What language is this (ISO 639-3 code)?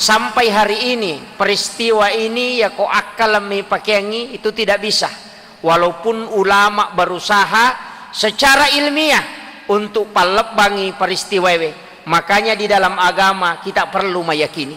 bug